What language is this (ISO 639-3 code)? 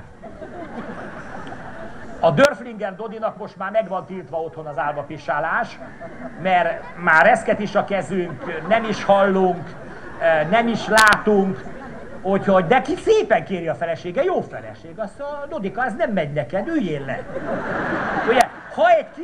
hun